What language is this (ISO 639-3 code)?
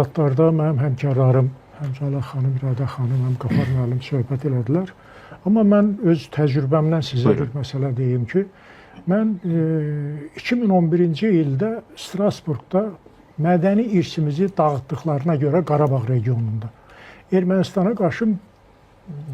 aze